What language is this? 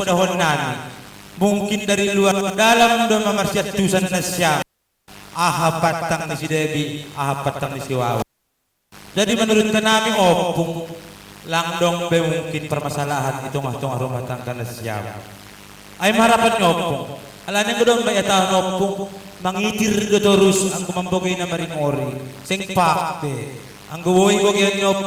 Batak Simalungun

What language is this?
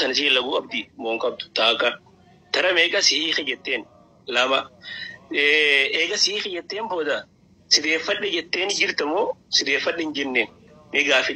Oromo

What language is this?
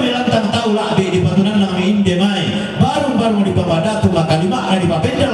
Toraja-Sa'dan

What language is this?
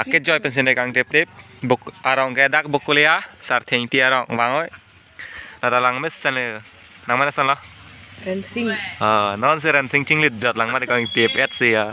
Karbi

